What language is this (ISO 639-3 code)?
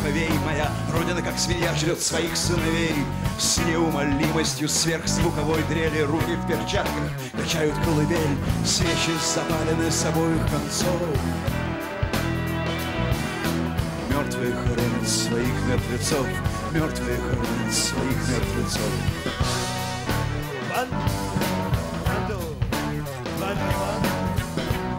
rus